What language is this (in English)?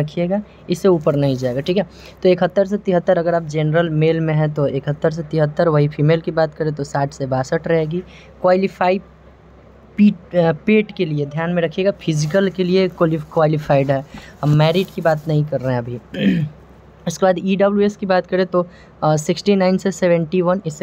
Hindi